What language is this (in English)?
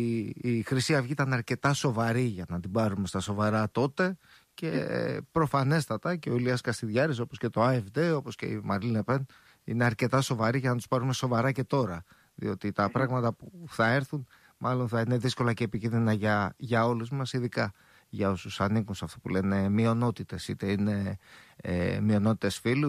Greek